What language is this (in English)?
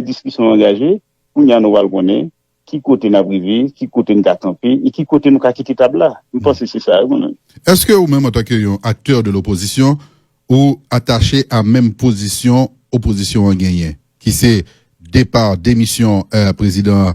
Haitian Creole